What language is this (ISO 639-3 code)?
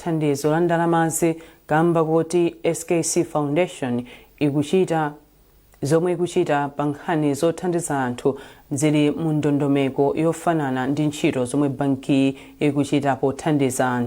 nya